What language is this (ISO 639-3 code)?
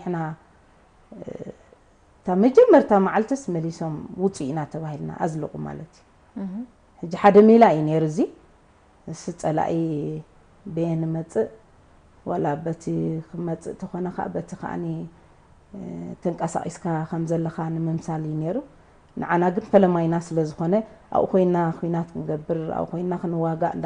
tir